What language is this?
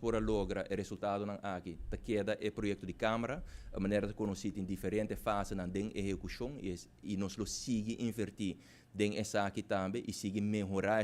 Papiamento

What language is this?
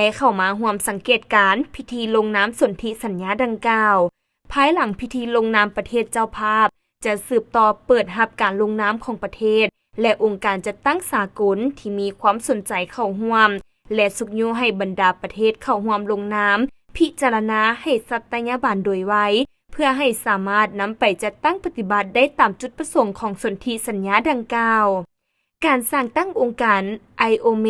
Lao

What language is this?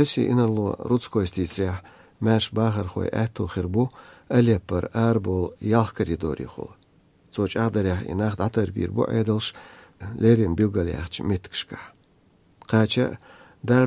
Chechen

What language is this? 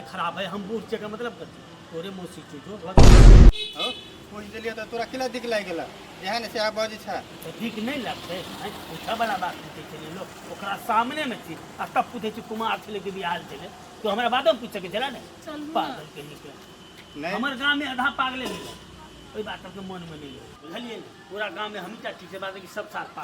Maithili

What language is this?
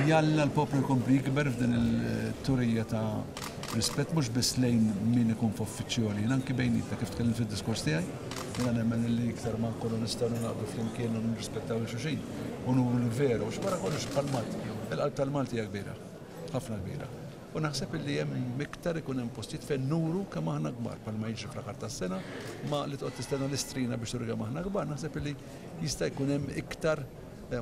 Maltese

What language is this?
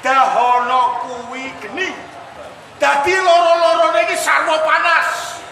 Javanese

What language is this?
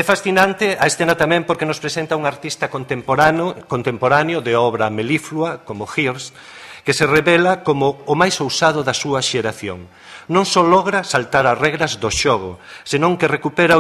Galician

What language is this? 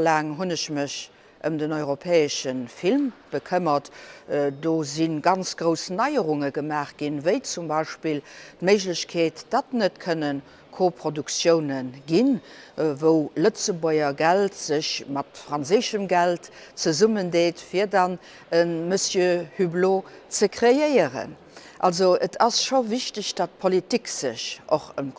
Luxembourgish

